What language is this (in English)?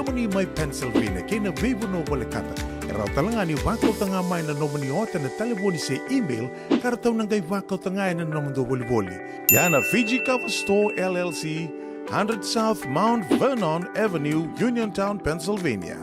Fijian